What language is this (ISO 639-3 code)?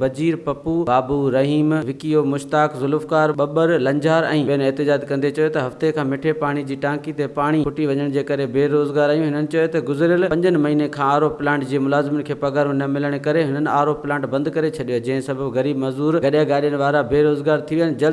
snd